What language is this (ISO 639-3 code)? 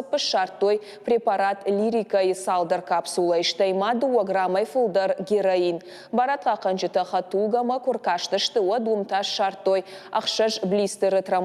oss